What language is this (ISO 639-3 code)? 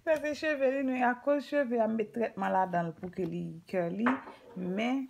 hat